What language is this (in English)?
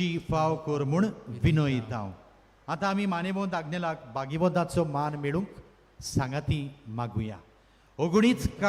Konkani